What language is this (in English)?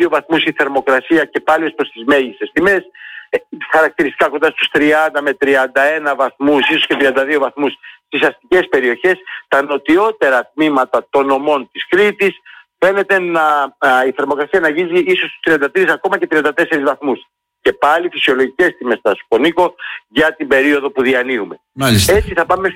Greek